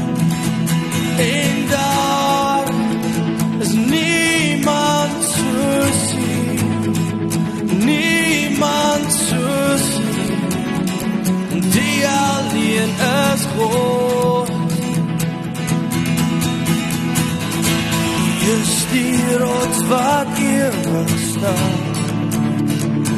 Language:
Afrikaans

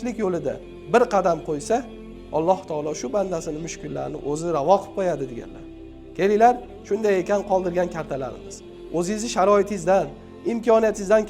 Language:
Uzbek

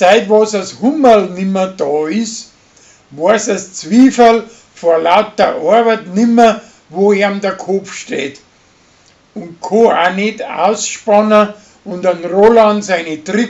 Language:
Bavarian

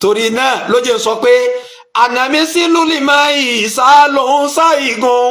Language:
Yoruba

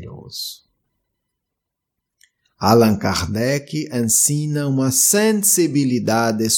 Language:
Portuguese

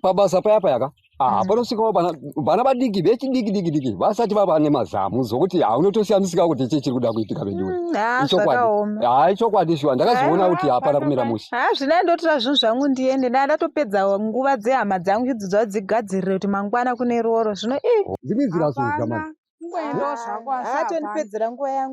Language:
Shona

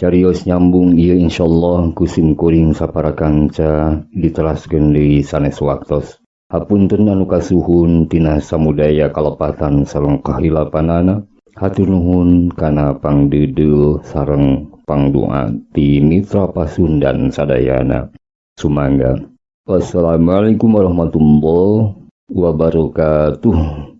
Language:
Sundanese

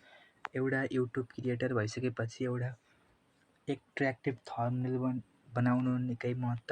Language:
Nepali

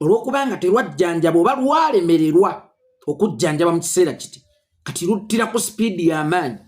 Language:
Ganda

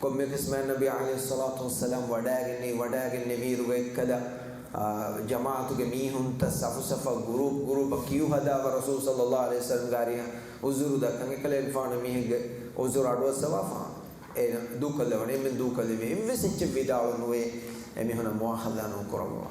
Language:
Divehi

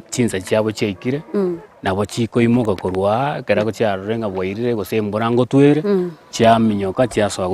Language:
Gusii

